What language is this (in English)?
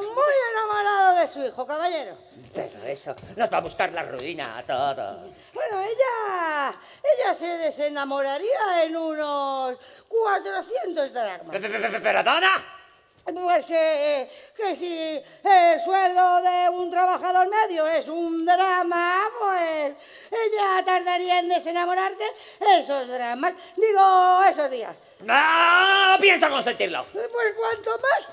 Spanish